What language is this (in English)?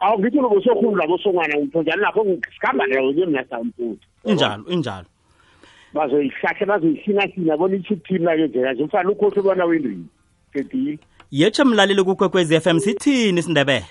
South Ndebele